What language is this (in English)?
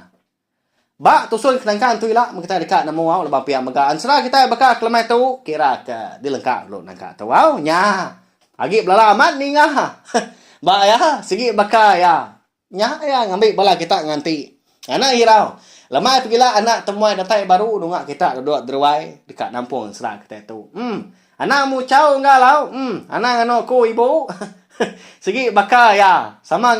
Iban